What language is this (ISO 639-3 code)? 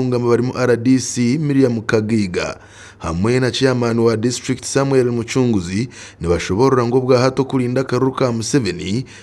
nyn